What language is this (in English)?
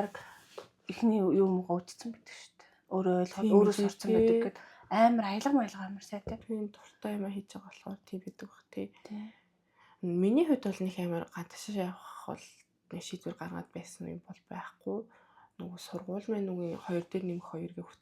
Mongolian